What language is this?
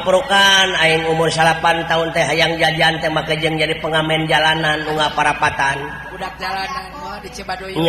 Sundanese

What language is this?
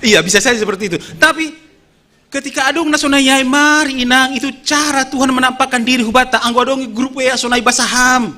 Batak Simalungun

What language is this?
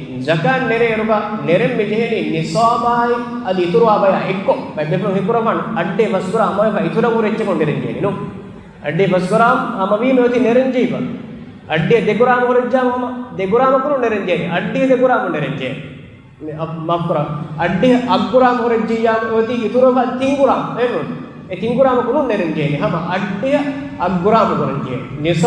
Divehi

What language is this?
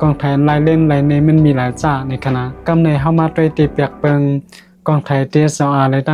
Shan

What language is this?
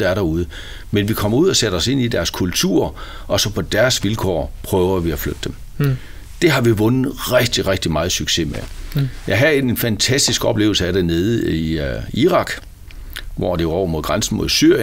Danish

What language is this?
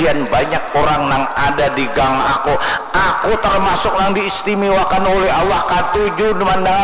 Banjar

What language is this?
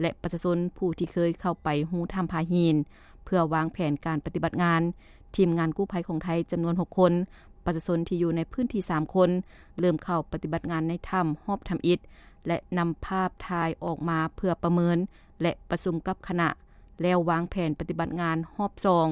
Lao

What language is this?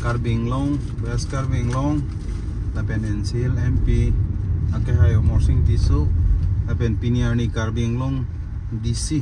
Karbi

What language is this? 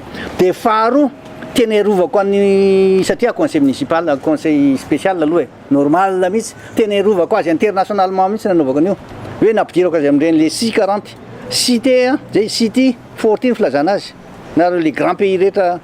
Malagasy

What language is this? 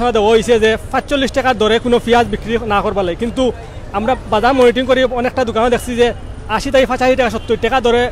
Sylheti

